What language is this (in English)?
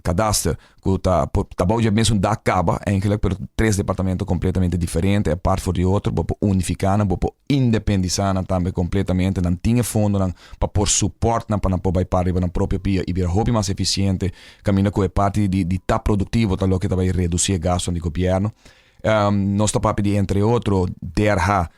Papiamento